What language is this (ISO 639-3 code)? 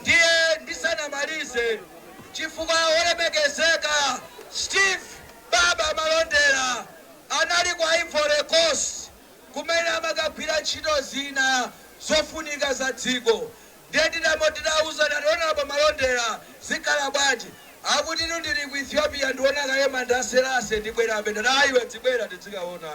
nya